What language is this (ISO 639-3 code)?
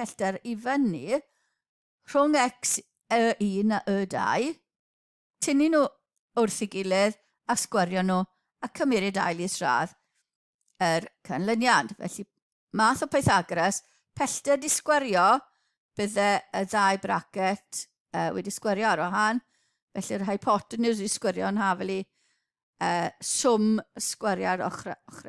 cym